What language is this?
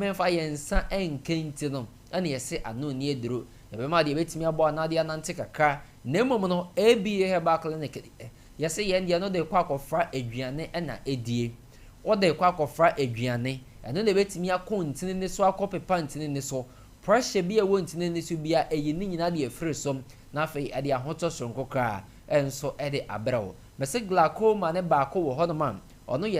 Akan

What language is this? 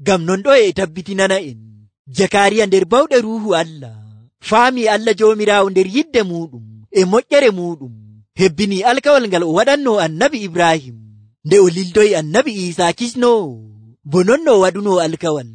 Nigerian Fulfulde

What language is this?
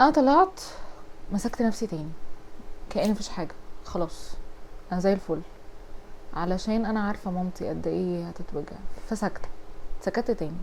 Egyptian Arabic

